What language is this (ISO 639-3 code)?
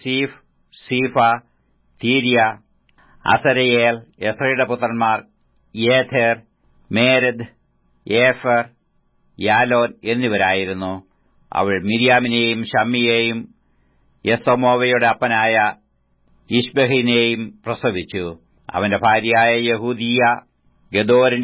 mal